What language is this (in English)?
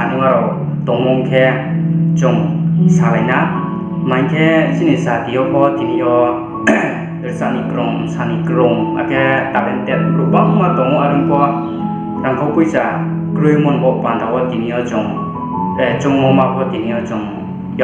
Riang (India)